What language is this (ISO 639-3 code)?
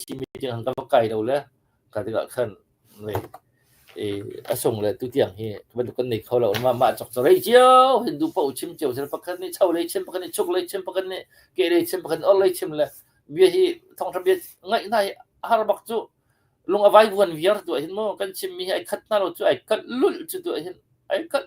cnh